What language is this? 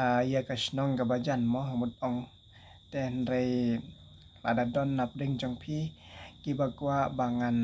Khasi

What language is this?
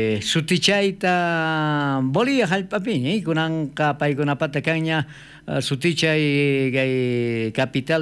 South Bolivian Quechua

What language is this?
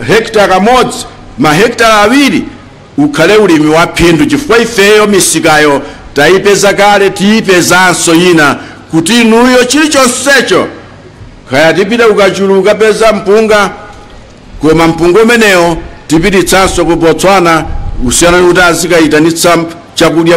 Nyanja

